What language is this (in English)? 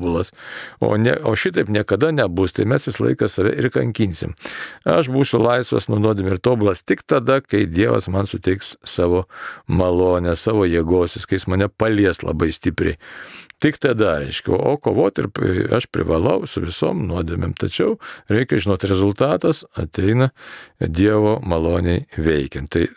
Lithuanian